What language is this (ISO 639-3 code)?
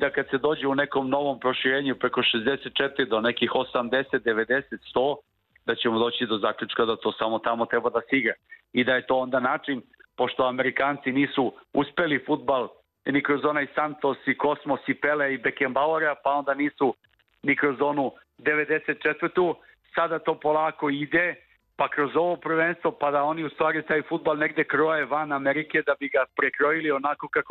srp